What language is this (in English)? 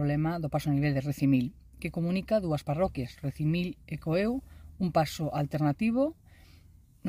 Galician